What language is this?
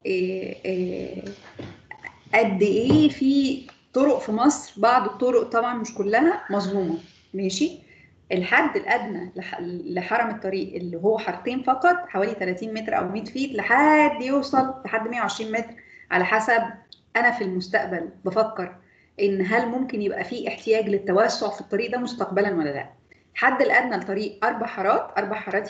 Egyptian Arabic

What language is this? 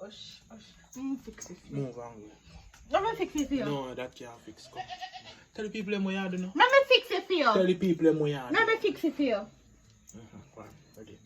Jamaican Creole English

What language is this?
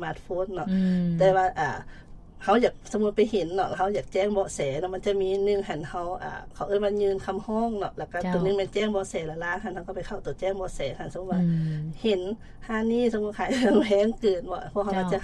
Lao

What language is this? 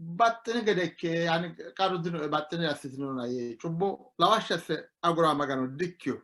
Sidamo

